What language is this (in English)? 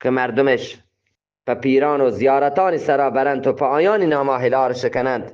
Eastern Balochi